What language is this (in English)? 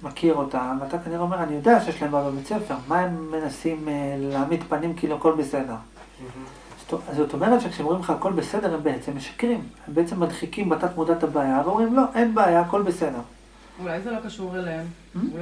Hebrew